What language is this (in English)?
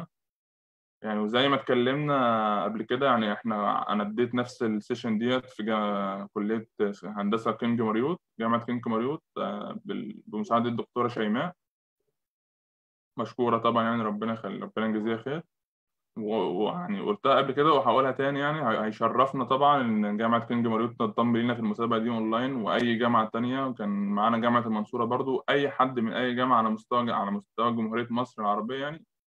Egyptian Arabic